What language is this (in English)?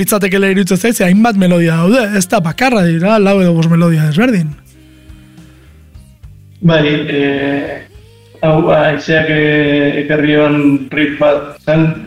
Basque